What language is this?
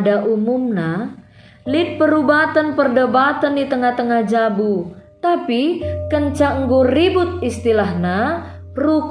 Batak Karo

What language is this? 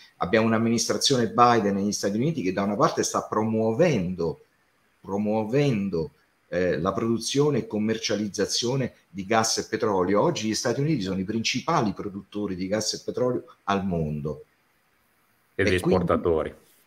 Italian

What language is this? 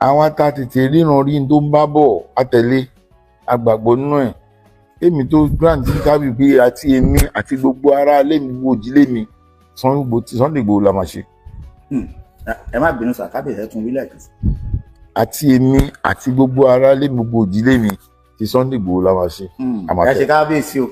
Yoruba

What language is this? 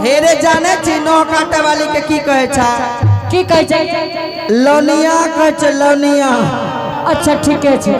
Angika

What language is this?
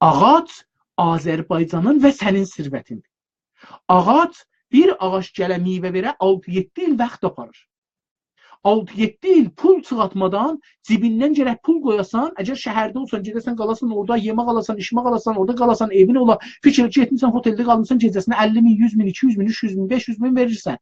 South Azerbaijani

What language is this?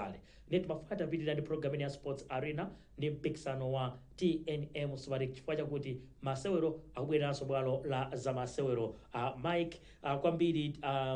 Nyanja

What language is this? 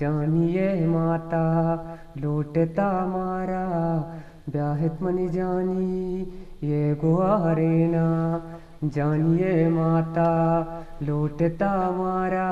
Eastern Balochi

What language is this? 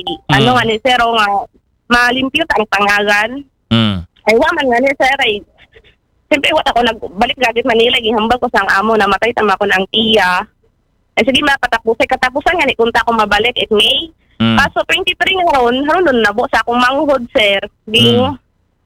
Aklanon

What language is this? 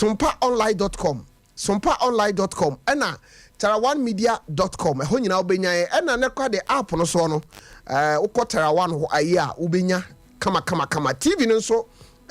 Akan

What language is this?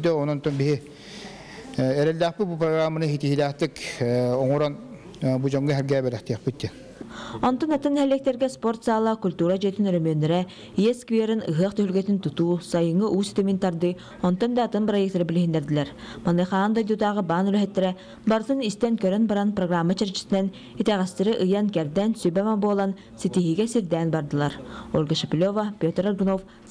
Yakut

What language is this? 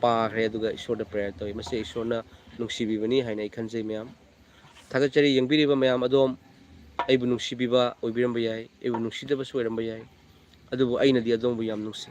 Manipuri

